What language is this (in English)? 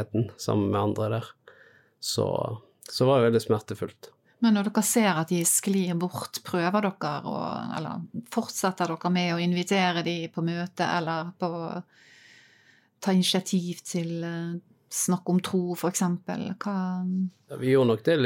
Norwegian